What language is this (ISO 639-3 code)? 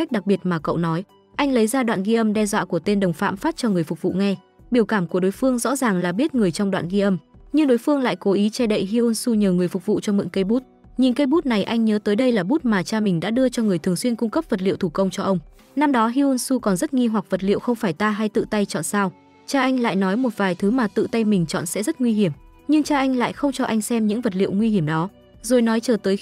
vie